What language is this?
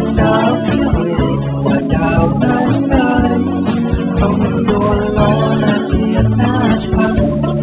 Thai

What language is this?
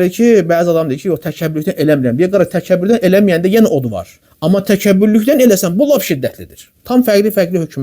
Azerbaijani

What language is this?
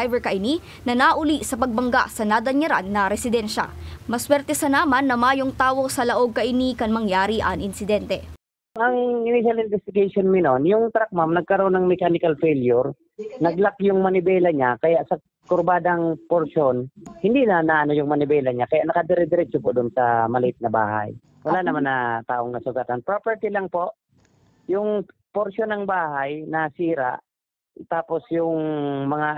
Bikol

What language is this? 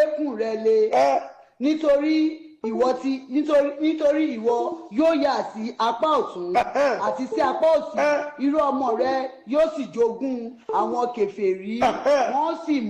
Yoruba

